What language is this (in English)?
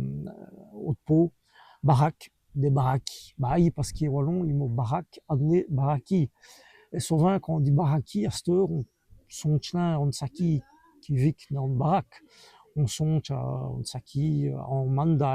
Walloon